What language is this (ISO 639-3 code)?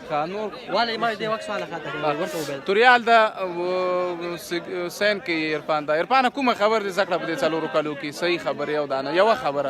pus